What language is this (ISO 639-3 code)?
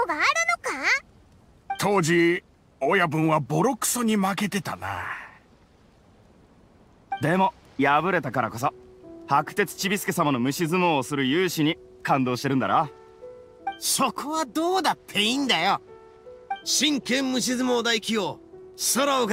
jpn